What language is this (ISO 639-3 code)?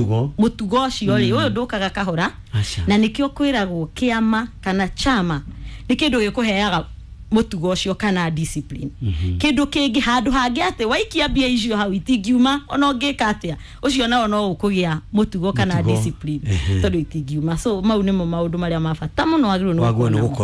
kik